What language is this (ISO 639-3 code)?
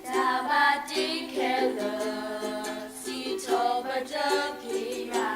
ksw